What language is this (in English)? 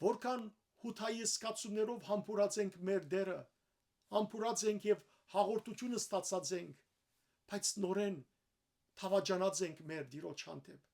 Western Armenian